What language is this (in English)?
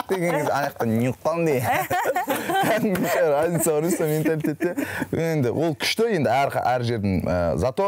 Kazakh